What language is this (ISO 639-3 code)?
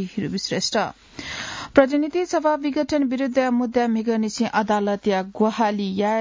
new